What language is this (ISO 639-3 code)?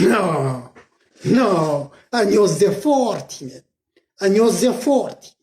kea